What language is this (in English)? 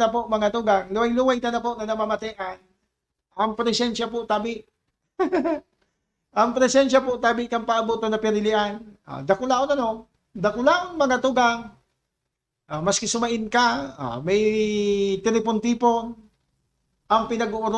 Bikol